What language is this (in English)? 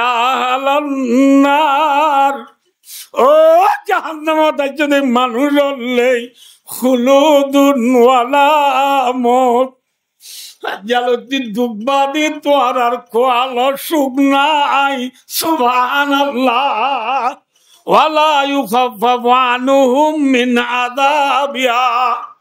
Rohingya